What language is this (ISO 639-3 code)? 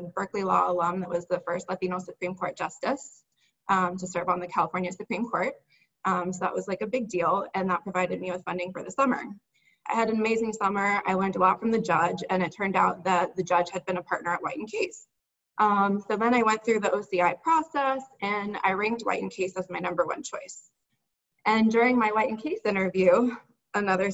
eng